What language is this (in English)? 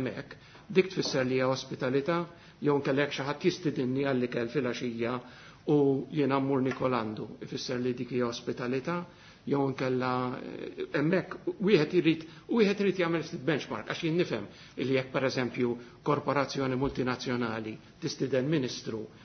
Maltese